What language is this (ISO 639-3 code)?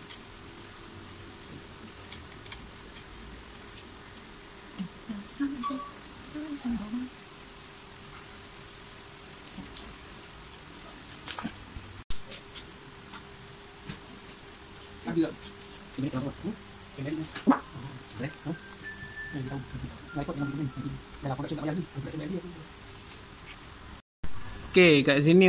msa